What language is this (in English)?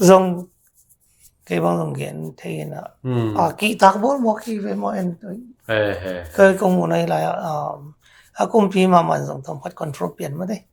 Tedim Chin